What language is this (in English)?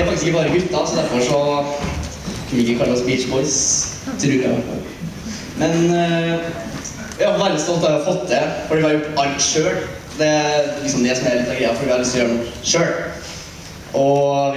Norwegian